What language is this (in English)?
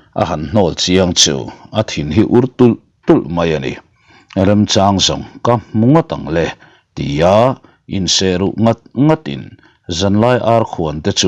Mizo